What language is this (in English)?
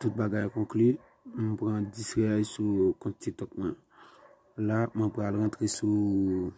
Haitian Creole